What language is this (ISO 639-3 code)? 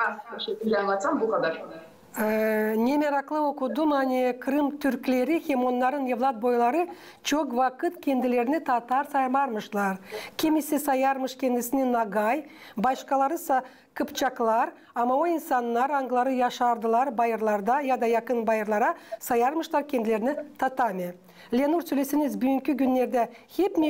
gag